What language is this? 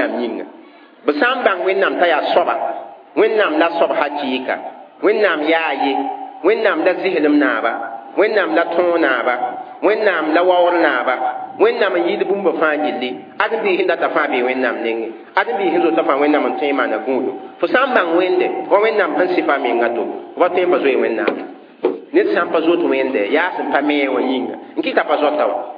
Mossi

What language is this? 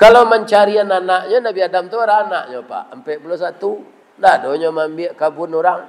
Minangkabau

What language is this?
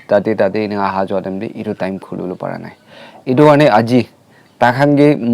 Naga Pidgin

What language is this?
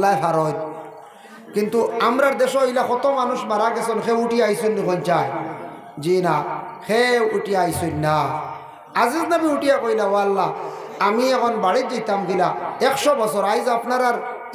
Sylheti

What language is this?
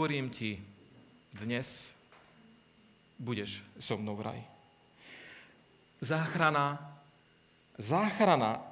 Slovak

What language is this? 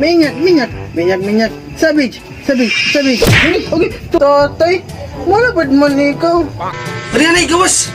Waray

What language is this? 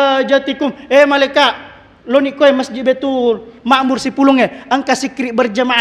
Buginese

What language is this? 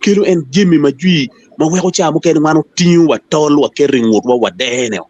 Acoli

